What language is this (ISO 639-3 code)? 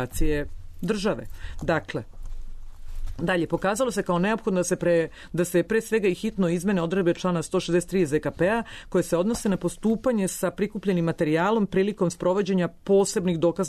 srp